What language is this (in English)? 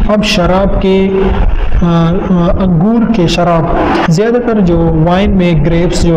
Hindi